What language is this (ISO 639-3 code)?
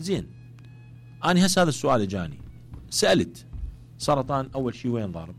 acm